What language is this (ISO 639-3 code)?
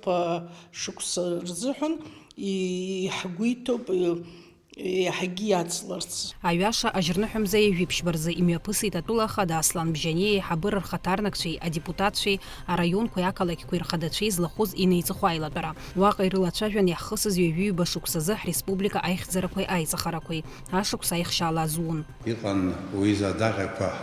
abk